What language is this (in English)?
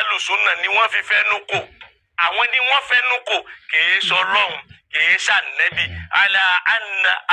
Yoruba